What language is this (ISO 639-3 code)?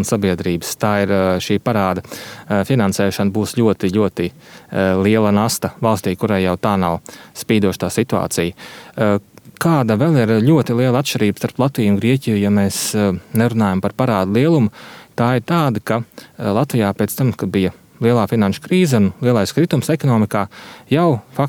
lav